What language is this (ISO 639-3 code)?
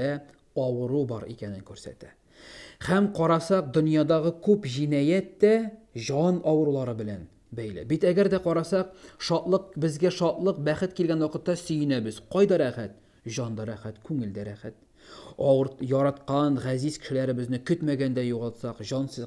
tat